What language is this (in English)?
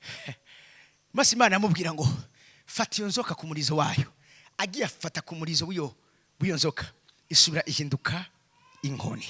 Rundi